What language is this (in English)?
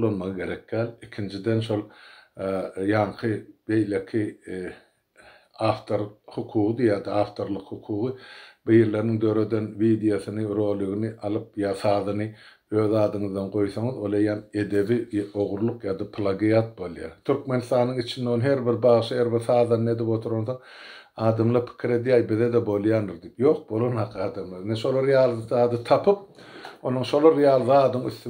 Turkmen